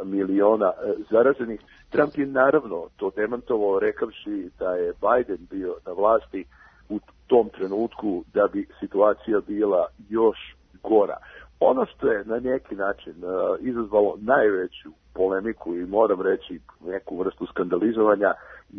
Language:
Serbian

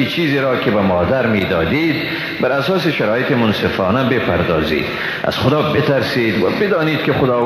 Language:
Persian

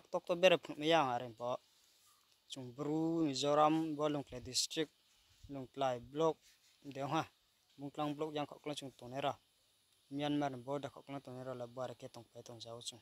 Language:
Riang (India)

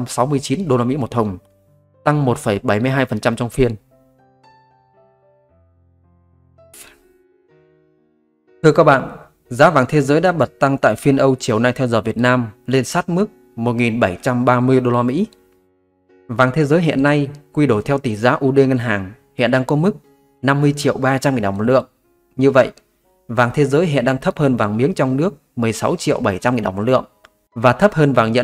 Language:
Vietnamese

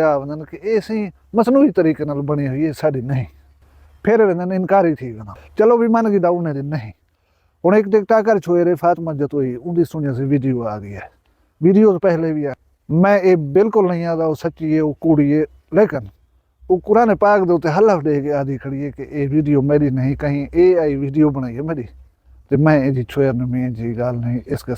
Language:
Saraiki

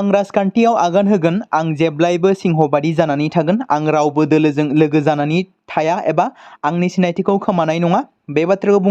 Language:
Bodo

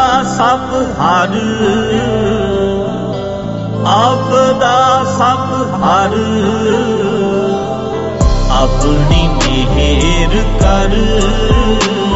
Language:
Hindi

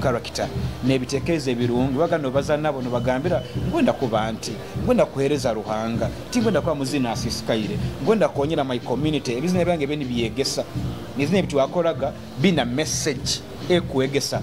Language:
Nyoro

